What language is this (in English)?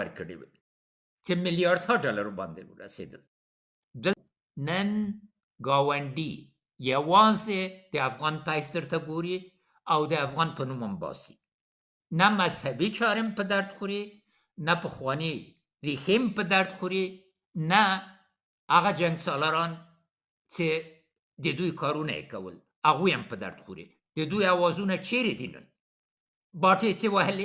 Pashto